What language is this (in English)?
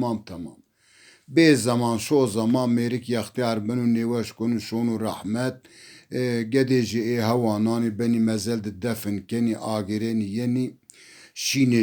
Zaza